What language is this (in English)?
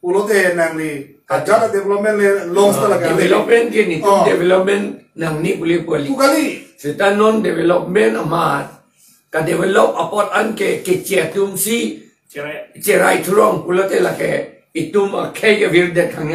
Karbi